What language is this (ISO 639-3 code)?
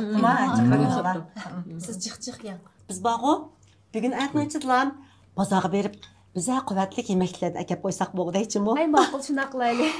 uig